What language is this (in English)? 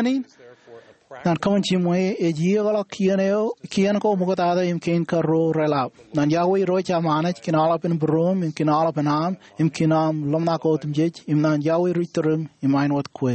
Marshallese